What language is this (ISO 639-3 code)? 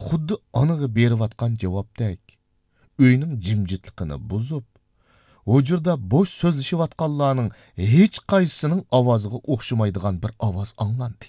uig